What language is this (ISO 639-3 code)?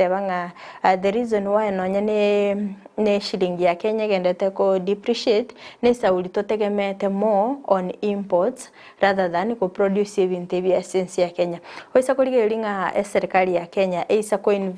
guz